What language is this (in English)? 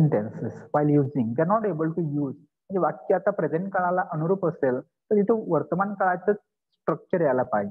Marathi